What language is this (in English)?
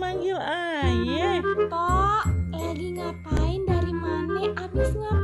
Betawi